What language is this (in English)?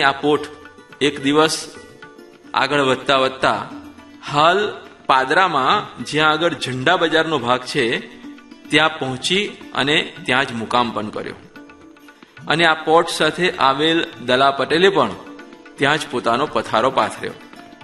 Gujarati